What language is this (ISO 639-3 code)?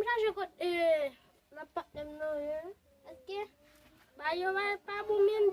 hat